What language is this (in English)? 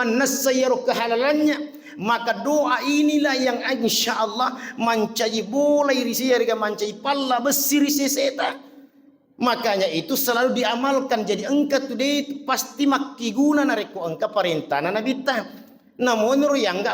Buginese